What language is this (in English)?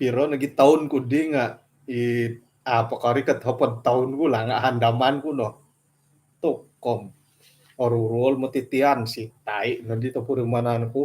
Central Dusun